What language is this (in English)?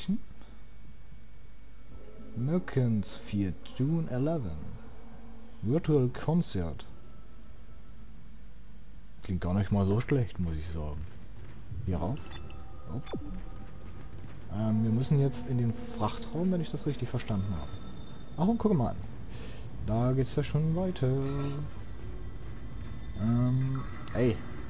German